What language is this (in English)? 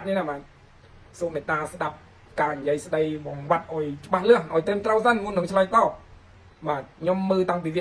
Khmer